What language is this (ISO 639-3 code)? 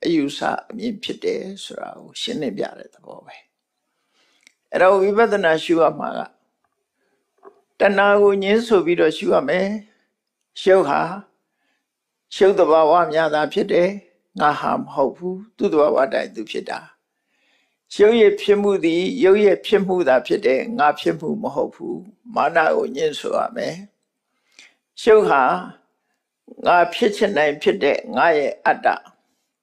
mya